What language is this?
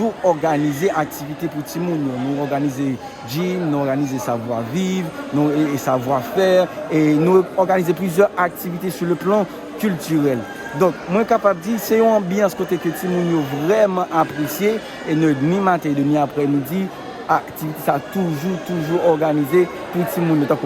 Haitian Creole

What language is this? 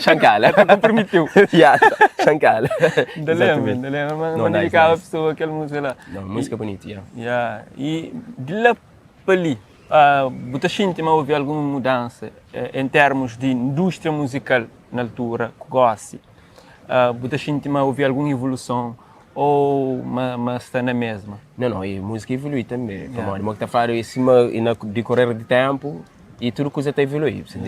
Kabuverdianu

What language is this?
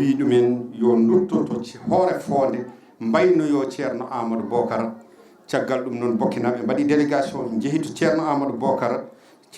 Fula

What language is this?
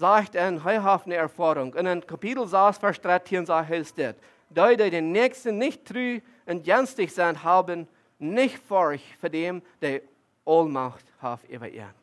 Plautdietsch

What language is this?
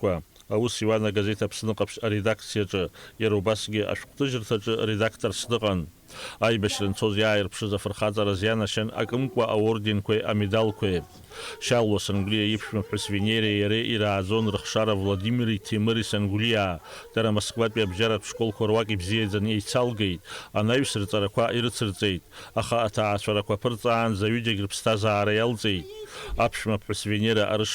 Abkhazian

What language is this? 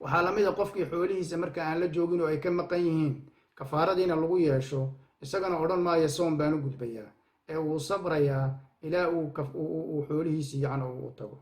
Somali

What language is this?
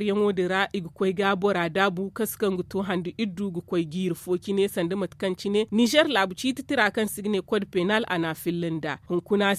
Zarma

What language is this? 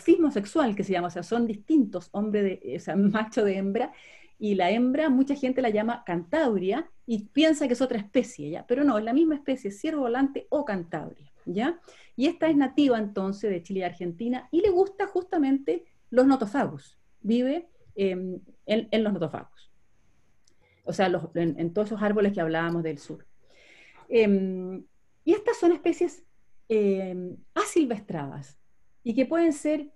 Spanish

